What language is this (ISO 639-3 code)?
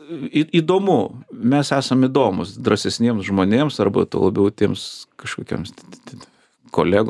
lit